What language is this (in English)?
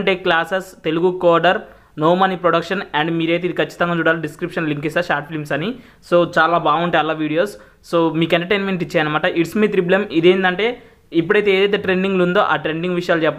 Telugu